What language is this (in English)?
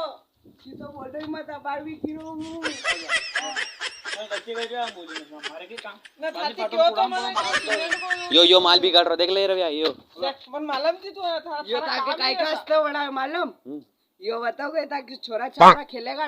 Rajasthani